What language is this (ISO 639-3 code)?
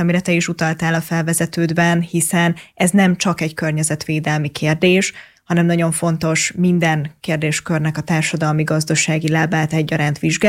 hun